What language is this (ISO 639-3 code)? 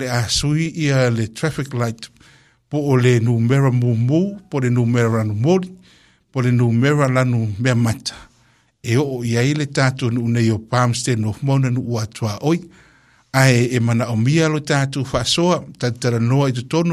smo